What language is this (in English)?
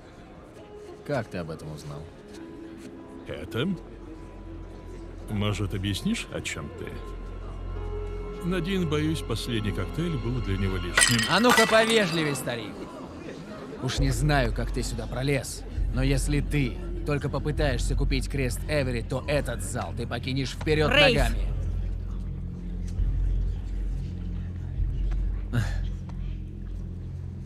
Russian